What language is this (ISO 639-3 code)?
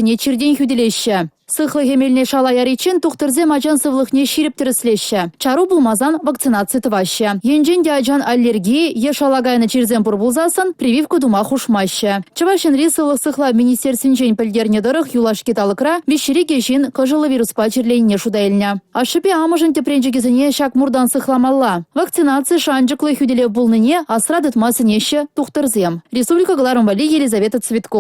chv